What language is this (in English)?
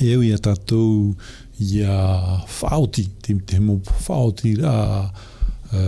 Tahitian